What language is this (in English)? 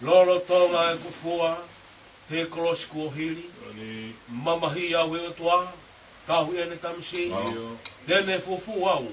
Tongan